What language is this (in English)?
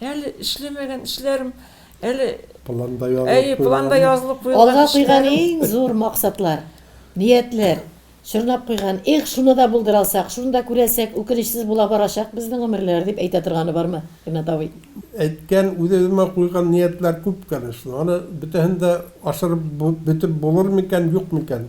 Tatar